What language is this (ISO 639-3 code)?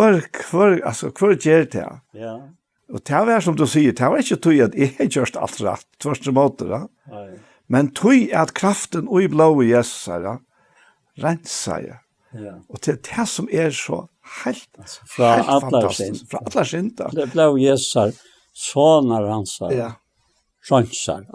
fao